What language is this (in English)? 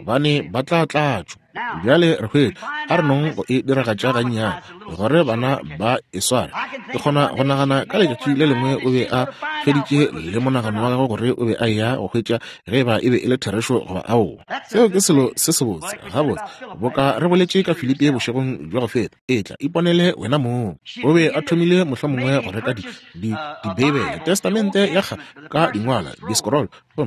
Northern Sotho